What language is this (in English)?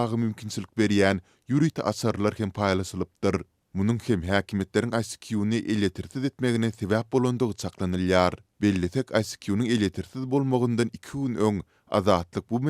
Turkmen